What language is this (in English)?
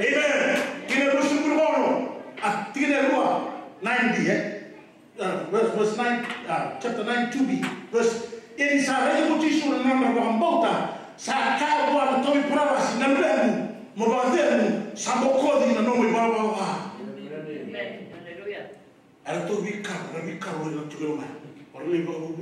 Fijian